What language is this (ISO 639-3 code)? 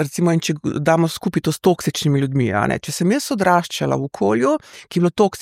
slv